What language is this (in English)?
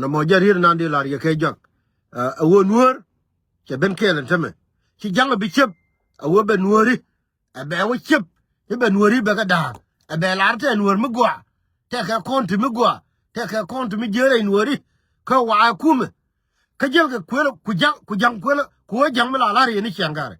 Nuer